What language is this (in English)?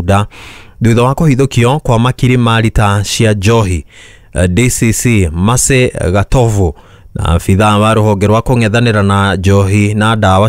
Kikuyu